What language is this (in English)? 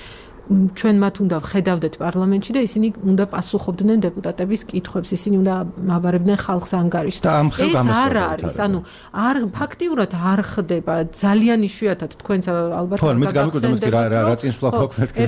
Georgian